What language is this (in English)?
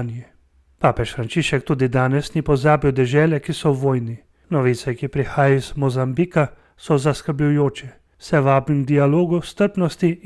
Slovenian